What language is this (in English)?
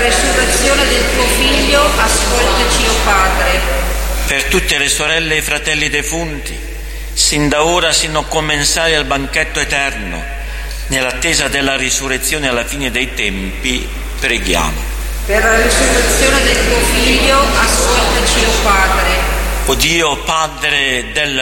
Italian